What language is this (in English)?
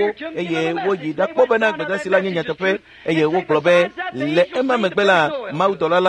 Ewe